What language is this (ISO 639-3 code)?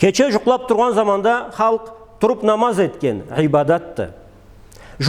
krc